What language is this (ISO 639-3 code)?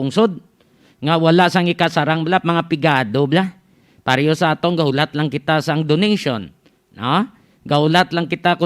hil